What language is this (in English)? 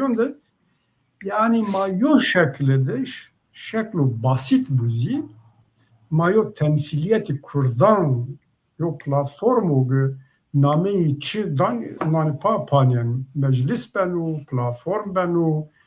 Zaza